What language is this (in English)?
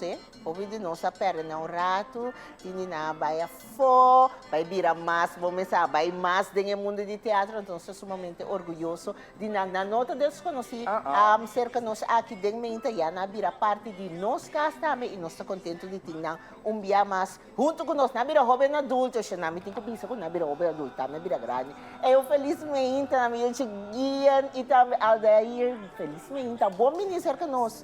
Papiamento